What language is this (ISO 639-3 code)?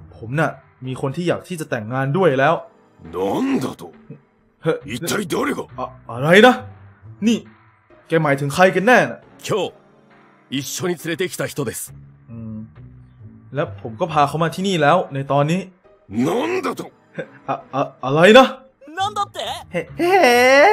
tha